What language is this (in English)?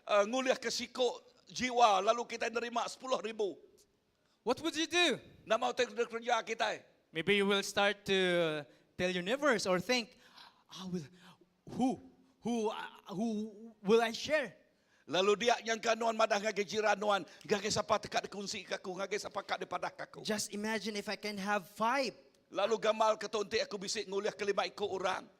Iban